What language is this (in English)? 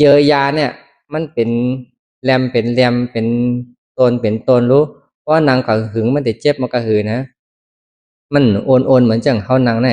Shan